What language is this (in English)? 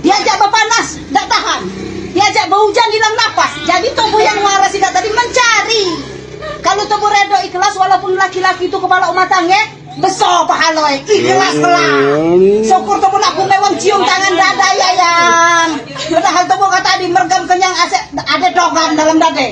Musi